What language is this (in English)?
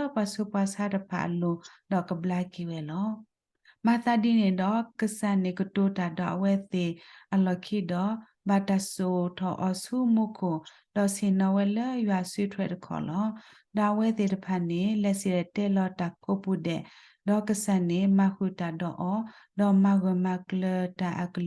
S'gaw Karen